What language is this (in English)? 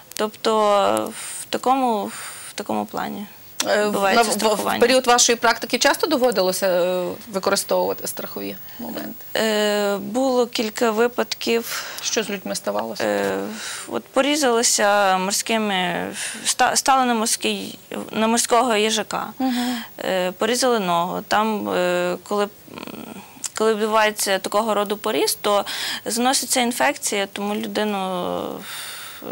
Ukrainian